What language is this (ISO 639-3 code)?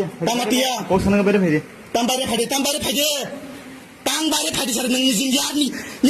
trp